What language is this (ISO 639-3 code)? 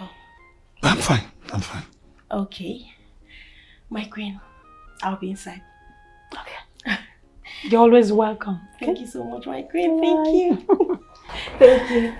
pcm